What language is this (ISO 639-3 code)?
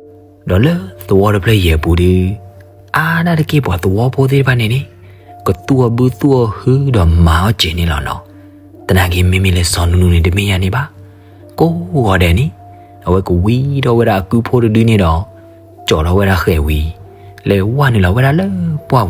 ksw